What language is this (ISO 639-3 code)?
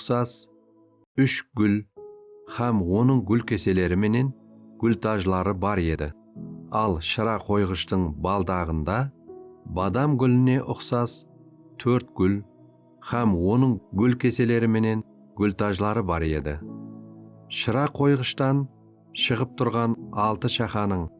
kaa